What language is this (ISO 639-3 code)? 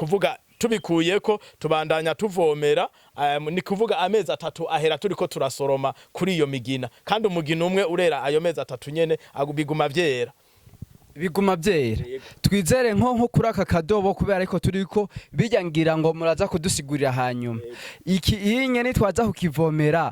run